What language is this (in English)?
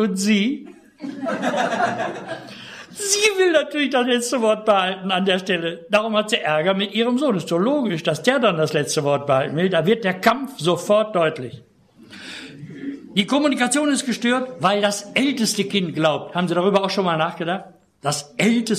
German